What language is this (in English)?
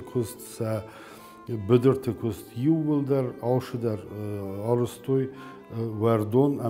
Ossetic